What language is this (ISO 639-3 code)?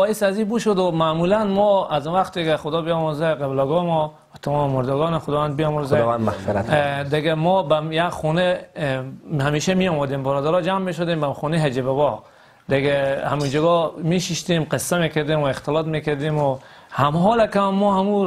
fas